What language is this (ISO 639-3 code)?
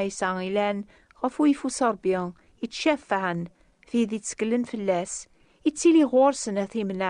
kab